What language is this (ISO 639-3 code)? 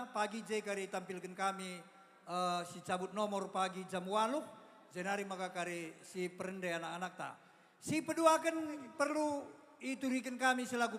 btx